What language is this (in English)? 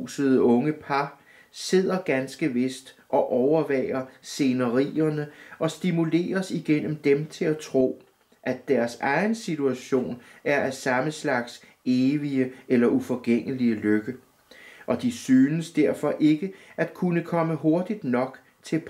Danish